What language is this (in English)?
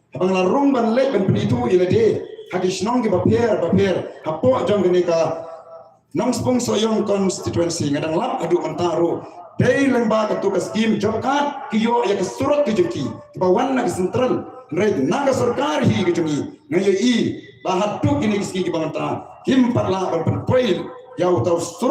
Khasi